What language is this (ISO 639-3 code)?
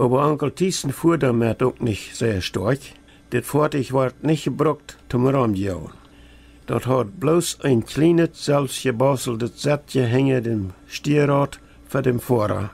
pdt